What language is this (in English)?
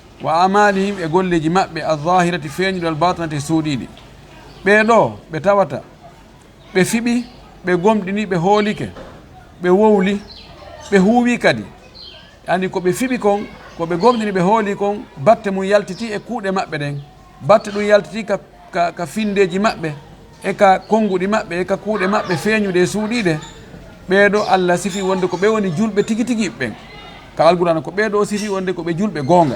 Fula